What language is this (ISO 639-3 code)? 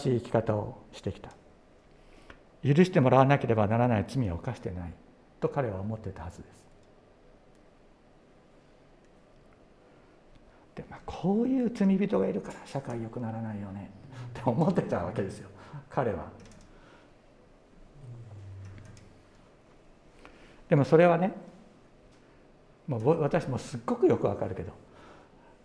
jpn